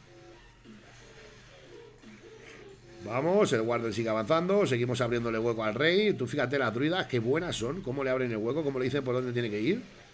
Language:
Spanish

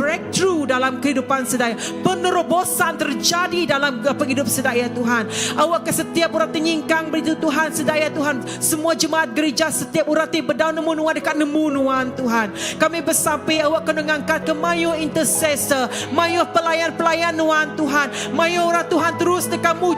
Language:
Iban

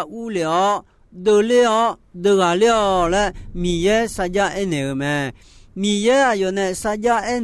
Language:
Akha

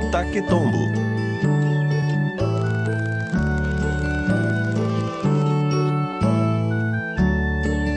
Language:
Portuguese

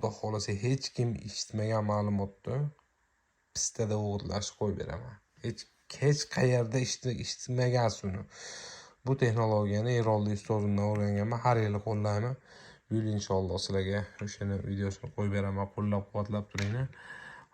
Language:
Uzbek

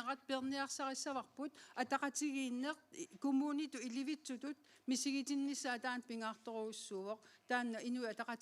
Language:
Kalaallisut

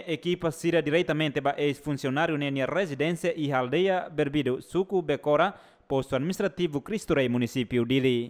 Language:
Tetum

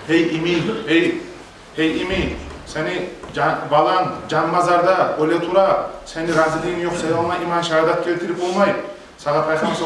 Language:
Kumyk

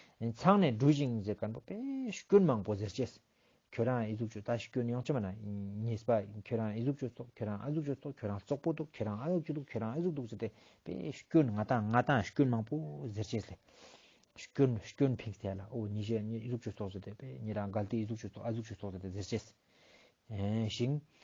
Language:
Ladakhi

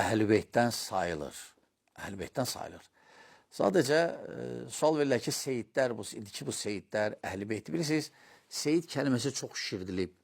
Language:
Azerbaijani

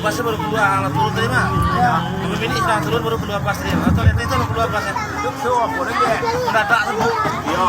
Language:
Minangkabau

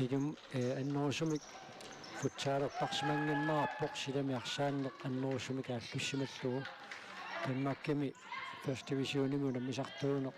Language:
Kalaallisut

